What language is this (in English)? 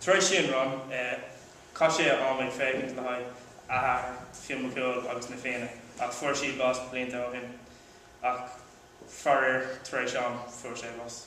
Irish